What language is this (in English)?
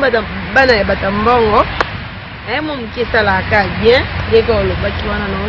Lingala